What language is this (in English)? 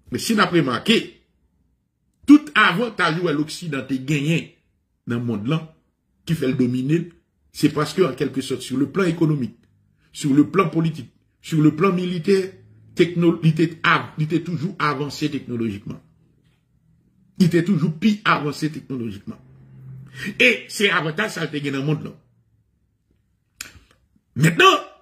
French